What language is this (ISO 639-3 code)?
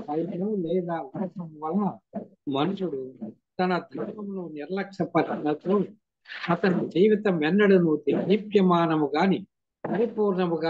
tel